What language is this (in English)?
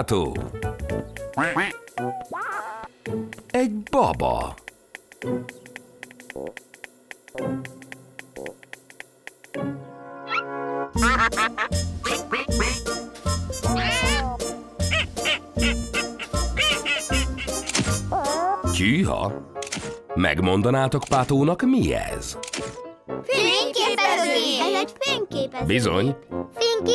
Hungarian